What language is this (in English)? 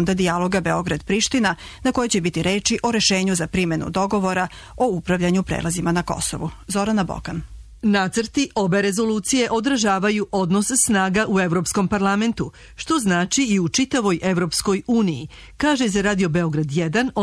Serbian